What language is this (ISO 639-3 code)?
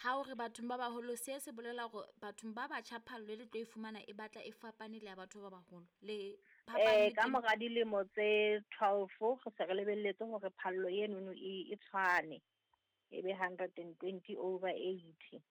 sot